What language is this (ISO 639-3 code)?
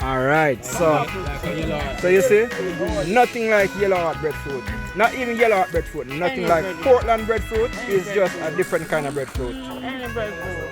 jam